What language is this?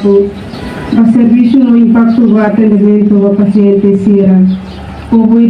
Tetum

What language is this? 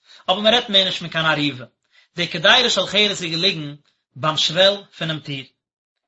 Yiddish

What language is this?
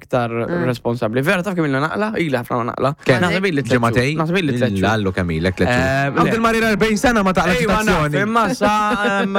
Maltese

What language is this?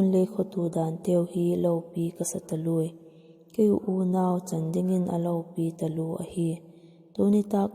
Vaiphei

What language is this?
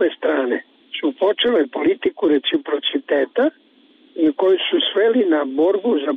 Croatian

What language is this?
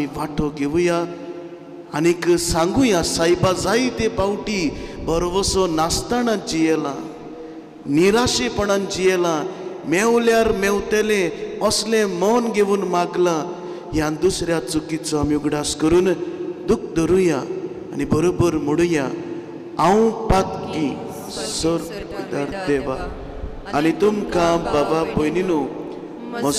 Konkani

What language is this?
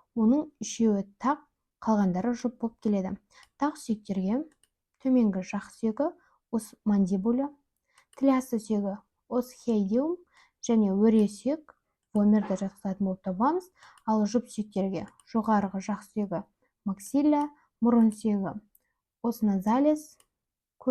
Kazakh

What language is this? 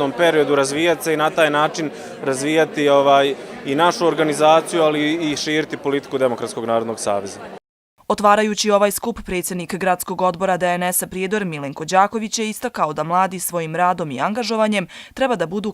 Bosnian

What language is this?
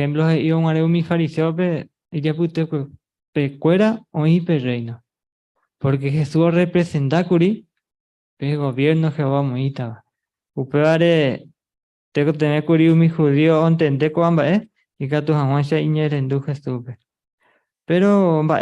Guarani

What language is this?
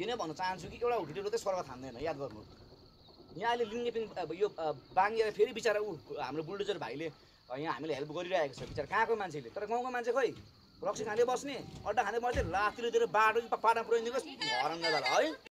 Nepali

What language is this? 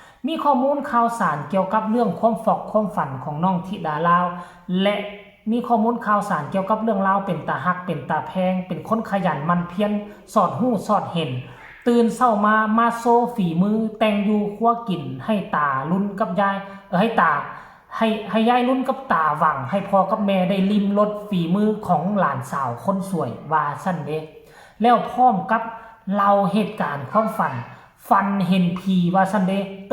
Northeastern Thai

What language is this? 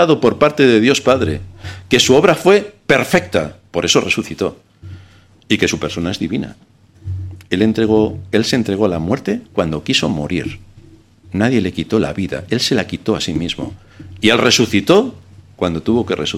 Spanish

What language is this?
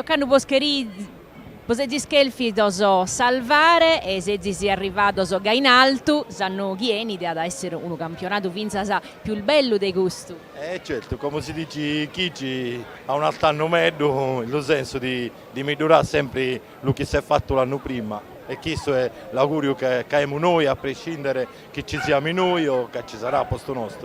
Sardinian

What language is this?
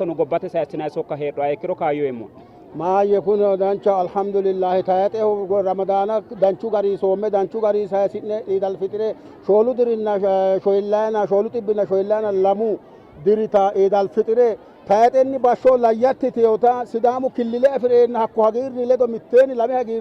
Sidamo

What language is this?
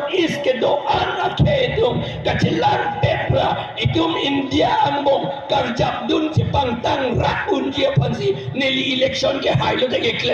Karbi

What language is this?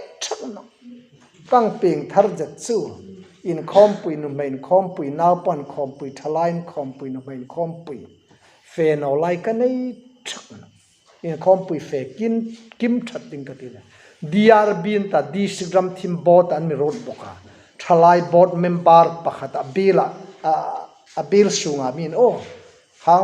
Hmar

